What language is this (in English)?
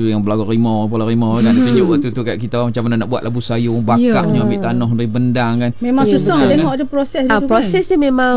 Malay